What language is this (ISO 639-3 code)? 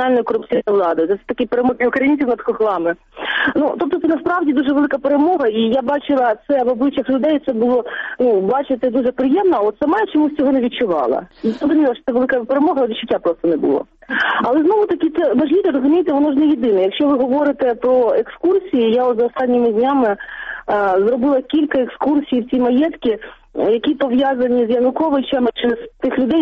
ukr